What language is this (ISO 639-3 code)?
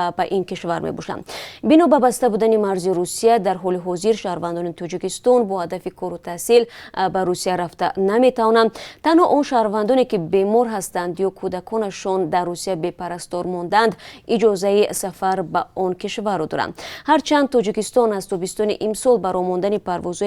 tgk